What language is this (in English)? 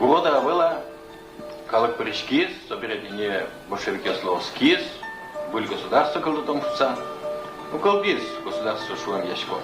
Udmurt